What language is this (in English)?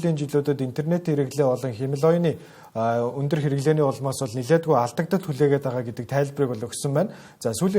Mongolian